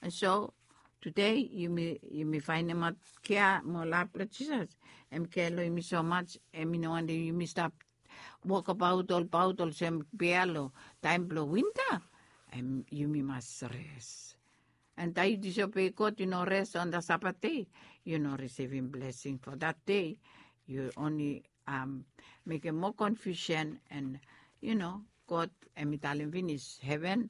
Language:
Bislama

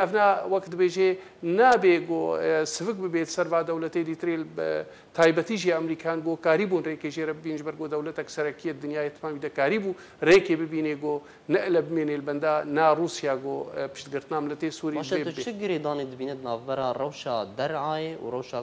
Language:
Kurdish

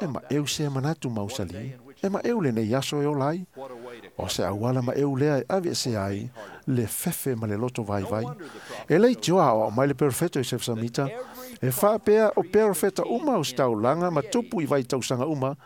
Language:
Samoan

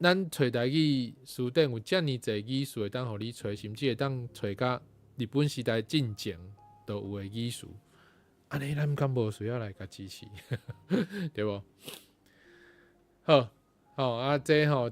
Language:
Min Nan Chinese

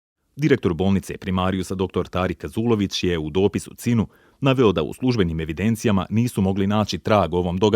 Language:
Bosnian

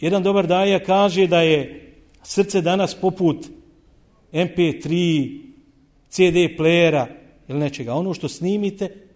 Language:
Bosnian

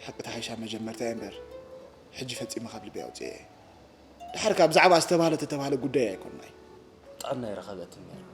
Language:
Tigrinya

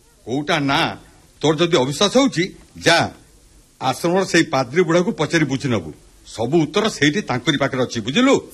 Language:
Odia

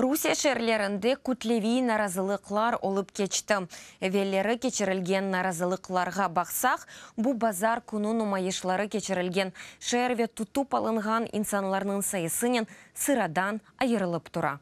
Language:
Crimean Tatar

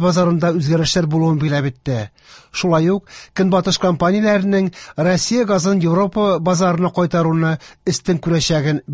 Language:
Tatar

